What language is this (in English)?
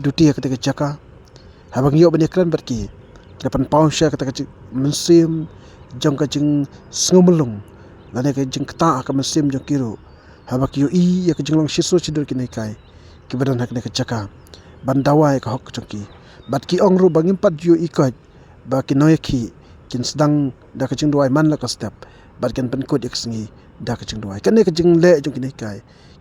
Khasi